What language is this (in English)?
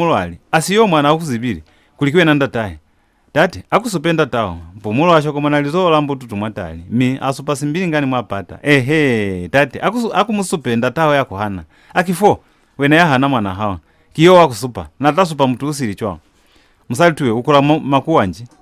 Lozi